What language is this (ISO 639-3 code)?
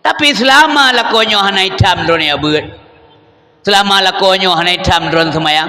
ace